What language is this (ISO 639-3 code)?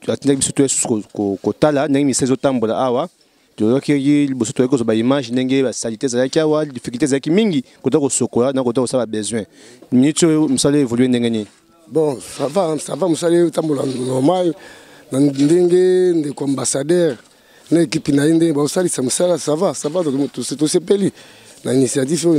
lin